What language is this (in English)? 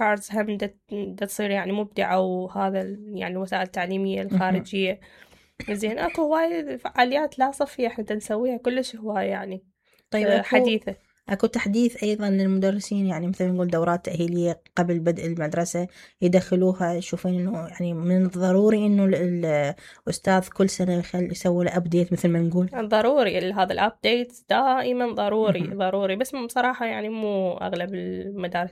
Mesopotamian Arabic